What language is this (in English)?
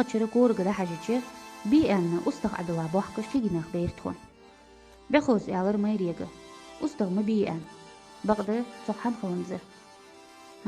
Ingush